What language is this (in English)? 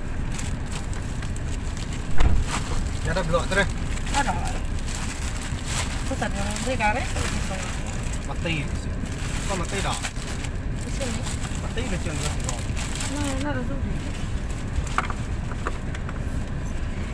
Malay